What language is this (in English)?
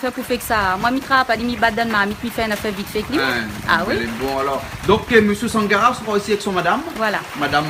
Réunion Creole French